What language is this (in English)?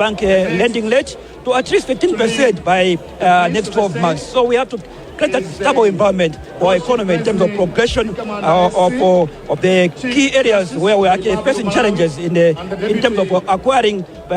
Nyanja